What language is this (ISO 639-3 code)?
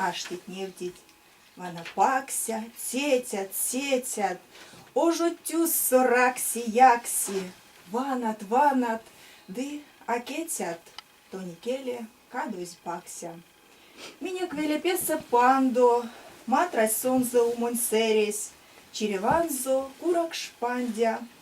myv